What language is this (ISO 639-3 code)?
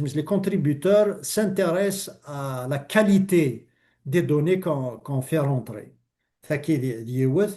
kab